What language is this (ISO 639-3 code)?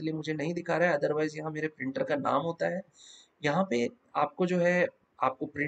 hin